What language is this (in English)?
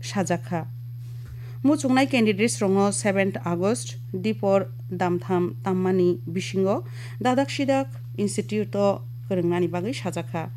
Kok Borok